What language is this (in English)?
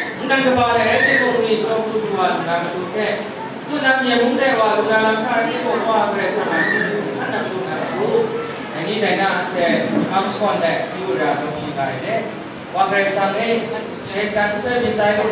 Kachin